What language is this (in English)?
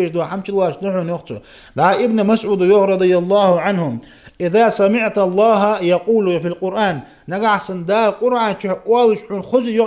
Ingush